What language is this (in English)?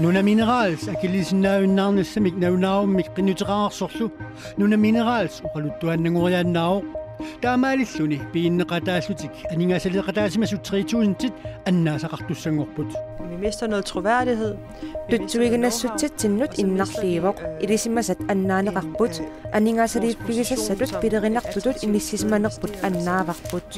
Kalaallisut